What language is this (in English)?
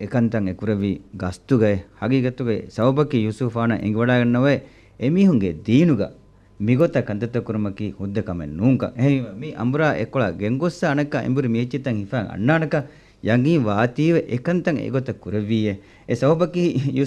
Divehi